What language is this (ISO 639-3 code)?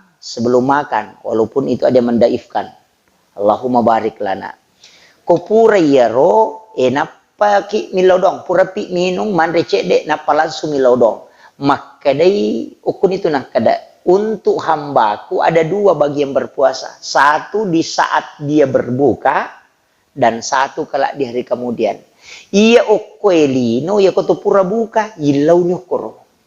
bug